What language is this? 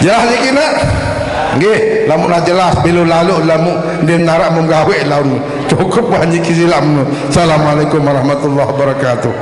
Sasak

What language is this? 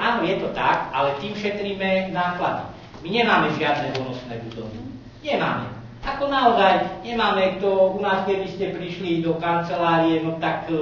Slovak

